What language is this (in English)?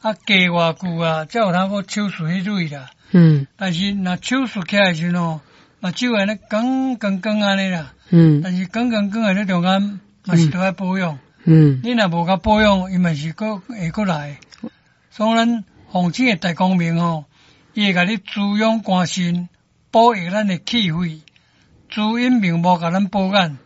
Min Nan Chinese